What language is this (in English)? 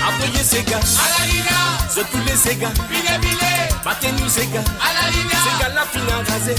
Morisyen